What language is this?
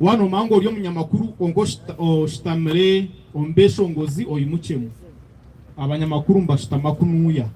Nyankole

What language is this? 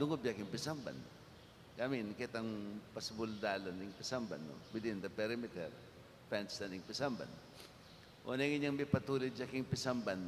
Pampanga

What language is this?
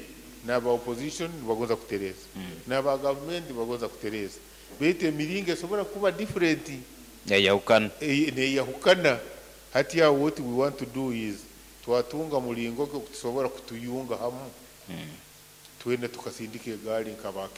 Nyoro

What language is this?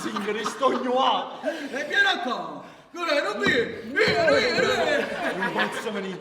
Neapolitan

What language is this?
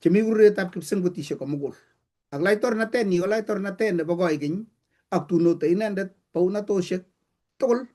Kalenjin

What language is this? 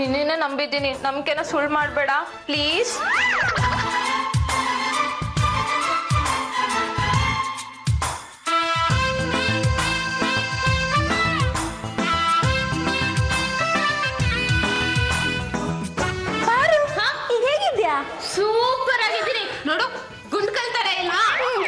Kannada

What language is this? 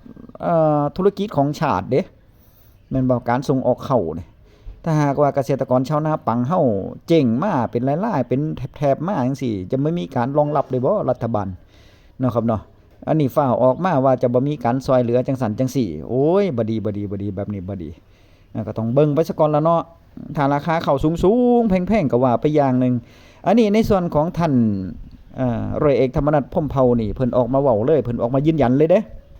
Northeastern Thai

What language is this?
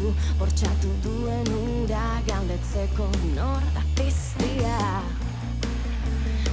Basque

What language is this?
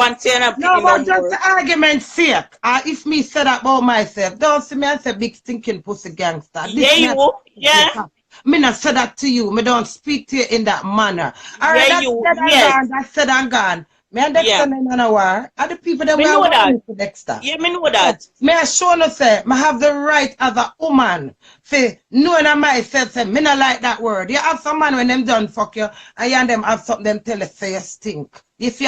Jamaican Creole English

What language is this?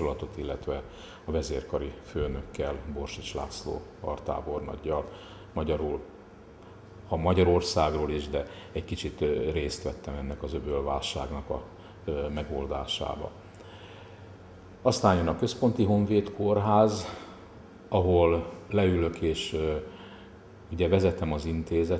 Hungarian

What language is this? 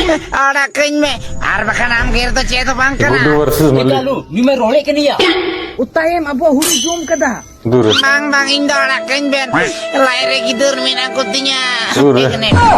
Santali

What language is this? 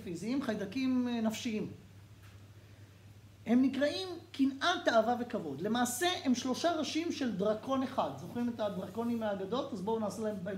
Hebrew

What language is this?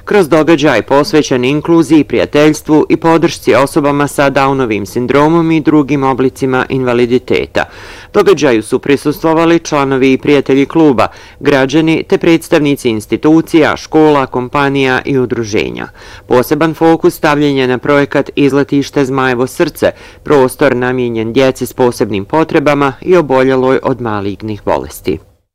Bosnian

